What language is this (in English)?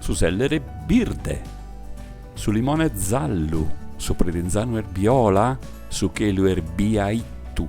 Sardinian